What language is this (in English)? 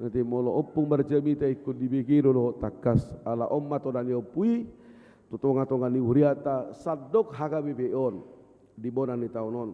Batak Toba